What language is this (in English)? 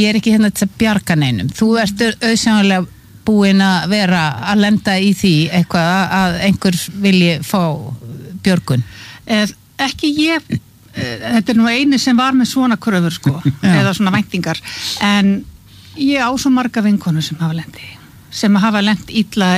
Icelandic